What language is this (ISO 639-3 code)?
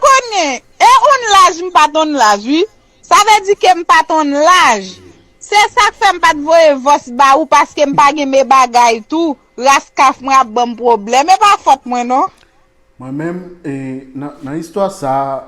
hat